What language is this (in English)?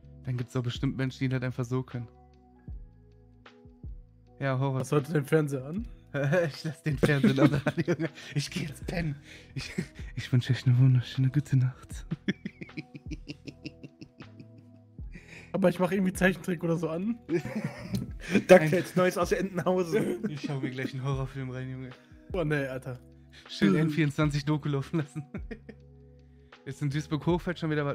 German